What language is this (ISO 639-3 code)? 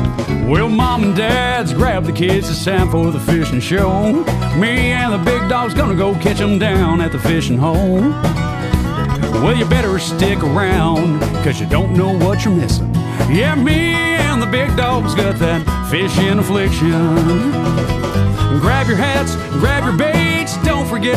eng